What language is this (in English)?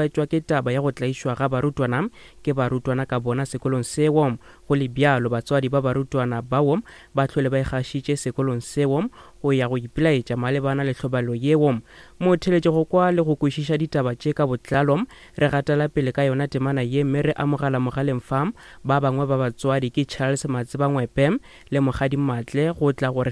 Northern Sotho